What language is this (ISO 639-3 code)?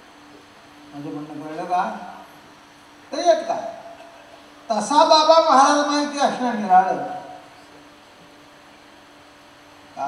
mar